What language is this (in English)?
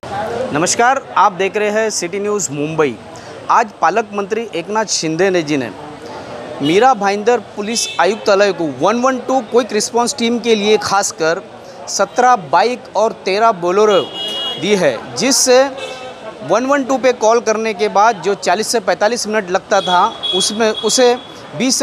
Hindi